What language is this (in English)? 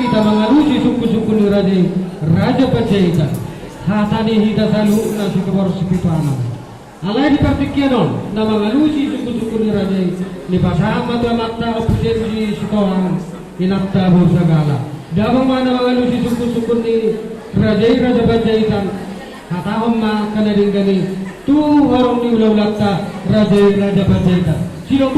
Batak Toba